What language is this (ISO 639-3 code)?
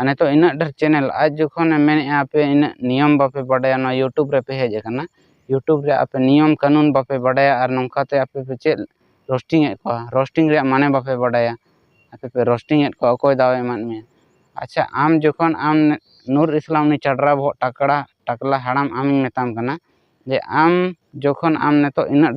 sat